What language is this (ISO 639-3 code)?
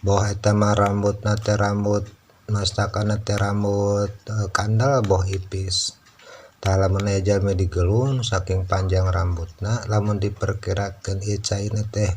sun